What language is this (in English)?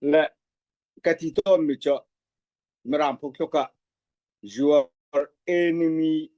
Falam Chin